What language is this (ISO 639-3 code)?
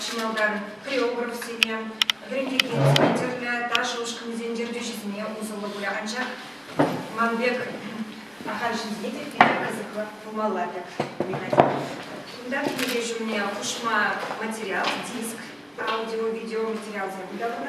chv